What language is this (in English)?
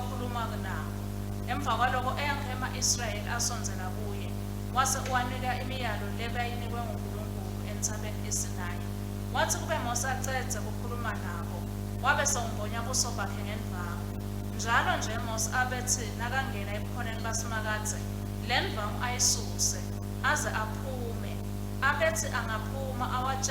Swati